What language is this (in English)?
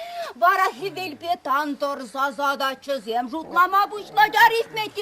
Chuvash